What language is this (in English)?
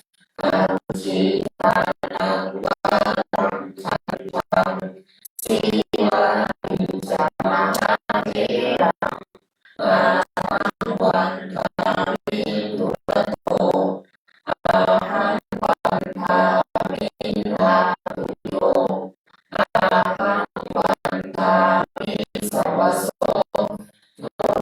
Pali